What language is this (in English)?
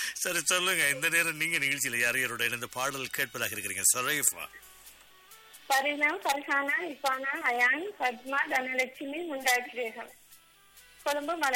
Tamil